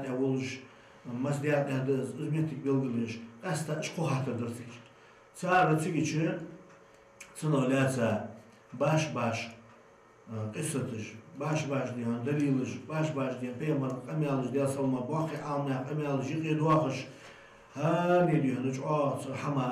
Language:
Ingush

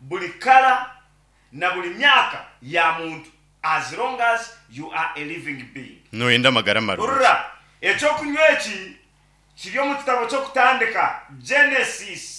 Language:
Nyankole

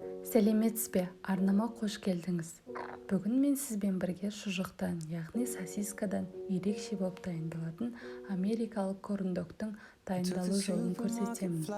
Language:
Kazakh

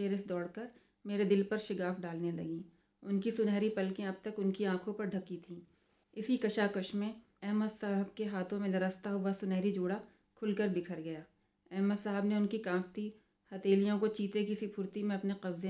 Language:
Urdu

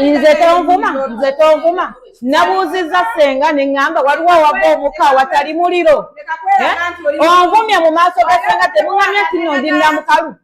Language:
Ganda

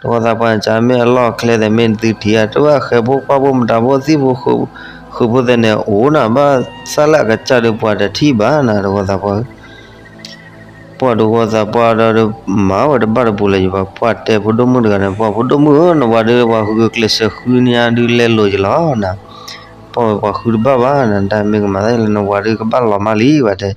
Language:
S'gaw Karen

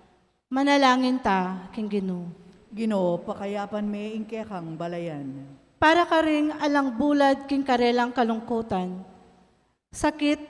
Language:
Pampanga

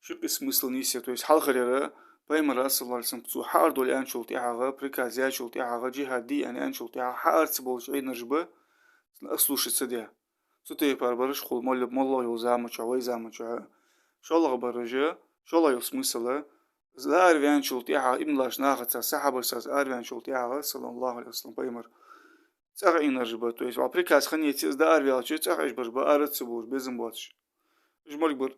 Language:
Ingush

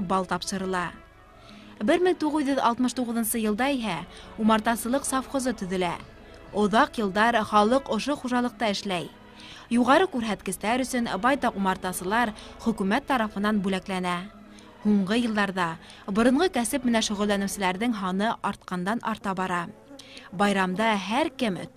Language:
Bashkir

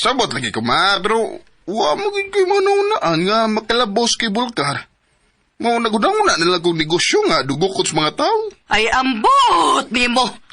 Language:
Cebuano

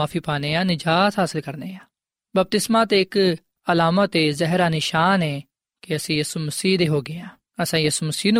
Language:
Punjabi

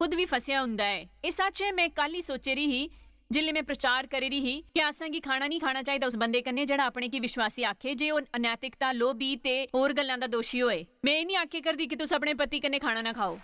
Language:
Dogri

